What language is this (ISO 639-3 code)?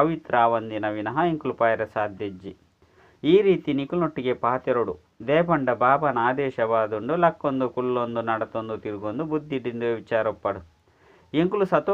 tcy